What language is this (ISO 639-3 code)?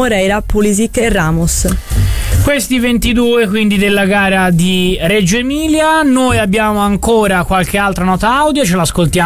ita